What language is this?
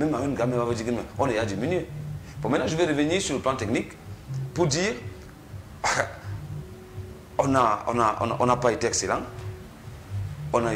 French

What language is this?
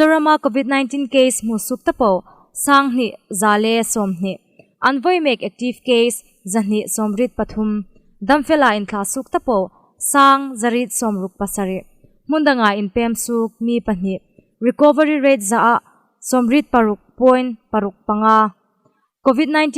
Hmar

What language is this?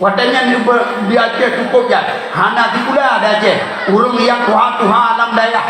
Achinese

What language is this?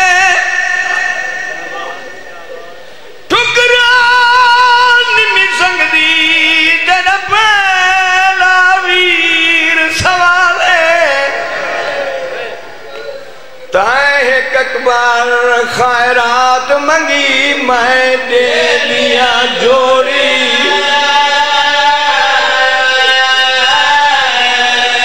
Urdu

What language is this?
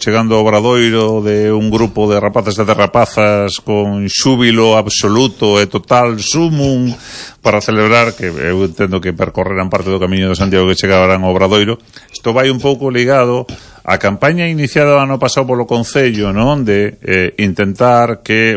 Galician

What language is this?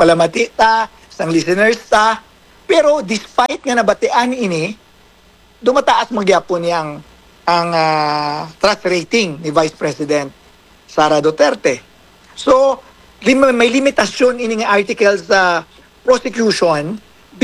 Hiligaynon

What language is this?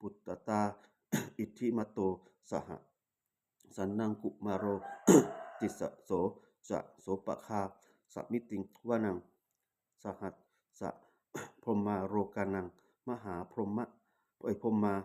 Pali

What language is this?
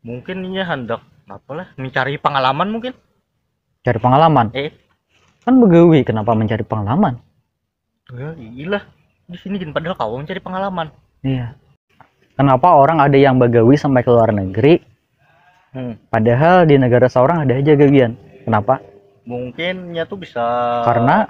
Banjar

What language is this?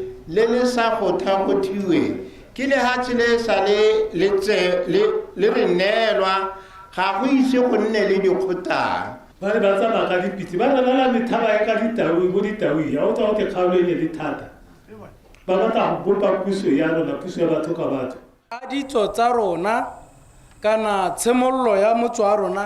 Tswana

